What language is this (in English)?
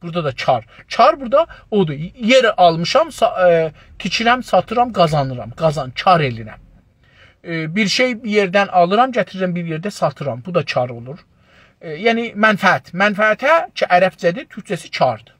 South Azerbaijani